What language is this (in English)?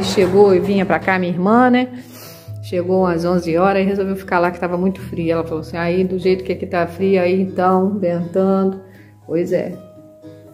Portuguese